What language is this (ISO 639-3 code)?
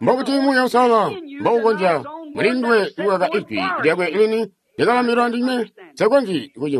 toi